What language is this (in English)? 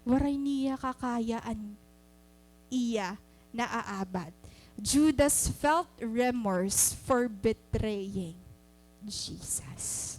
Waray